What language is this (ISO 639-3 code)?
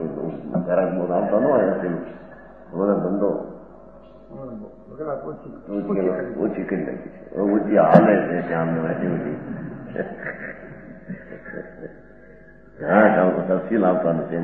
guj